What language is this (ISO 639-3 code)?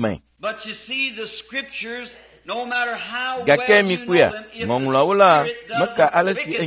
ewe